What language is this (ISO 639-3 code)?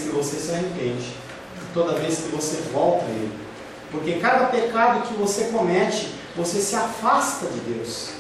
por